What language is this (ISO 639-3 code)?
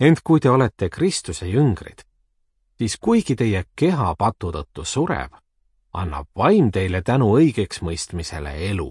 est